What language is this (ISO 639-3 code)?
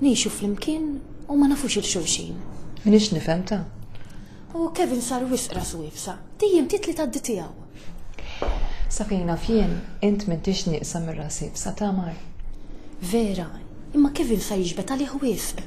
mlt